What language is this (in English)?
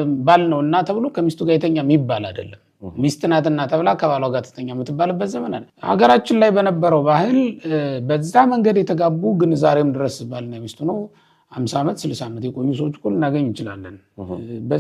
Amharic